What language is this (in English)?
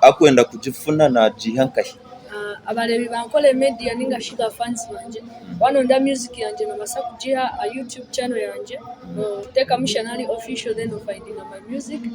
Nyankole